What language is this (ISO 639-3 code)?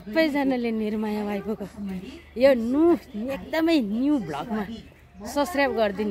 nep